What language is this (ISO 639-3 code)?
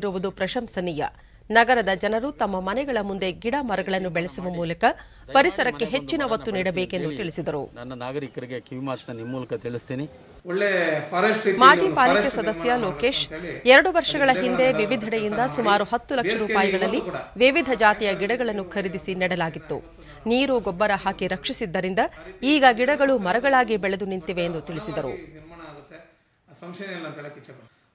kan